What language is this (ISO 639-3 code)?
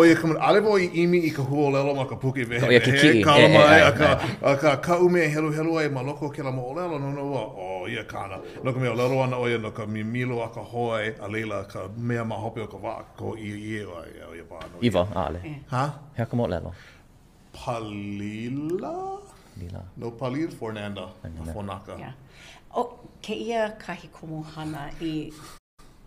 haw